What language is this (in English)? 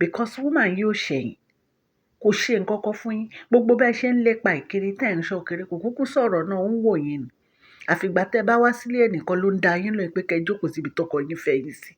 Yoruba